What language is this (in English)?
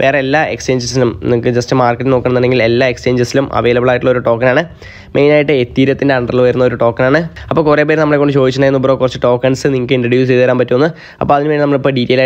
Malayalam